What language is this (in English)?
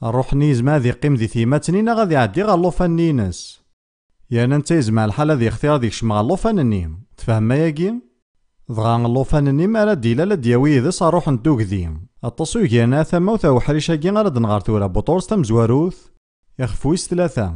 Kabyle